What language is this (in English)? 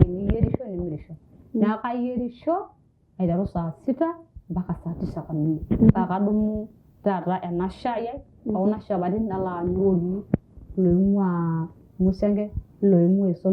Masai